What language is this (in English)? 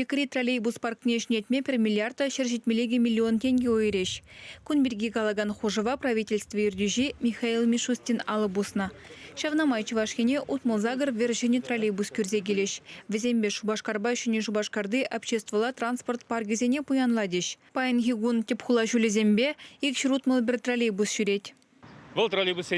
Chuvash